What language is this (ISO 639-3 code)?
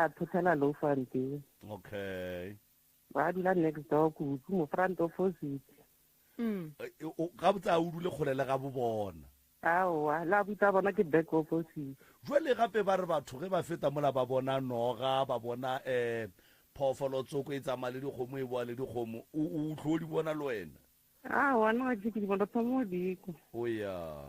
nso